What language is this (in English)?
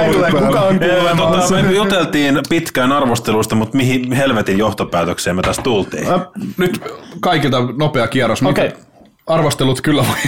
Finnish